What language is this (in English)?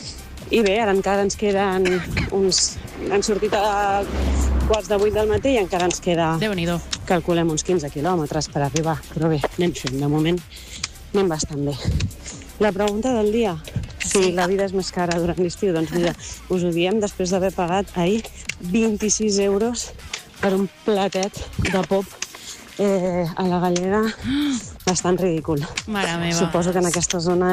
Catalan